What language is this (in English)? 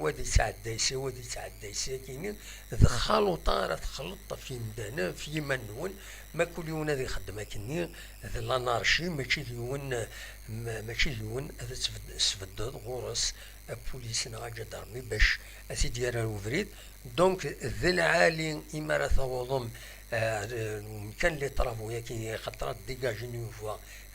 Kabyle